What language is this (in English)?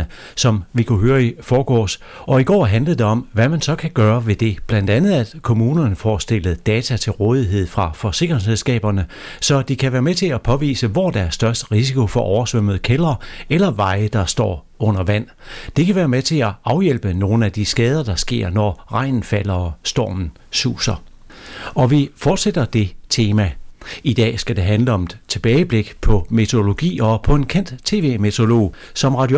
Danish